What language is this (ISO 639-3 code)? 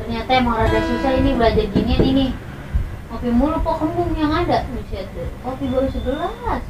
bew